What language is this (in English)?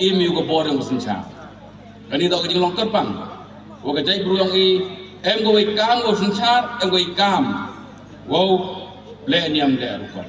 Pnar